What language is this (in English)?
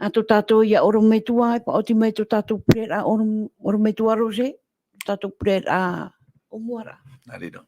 Tahitian